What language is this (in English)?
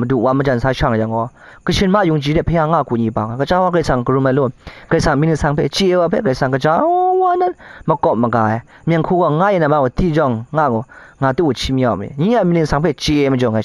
Kachin